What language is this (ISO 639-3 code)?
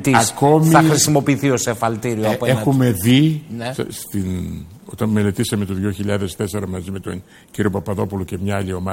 ell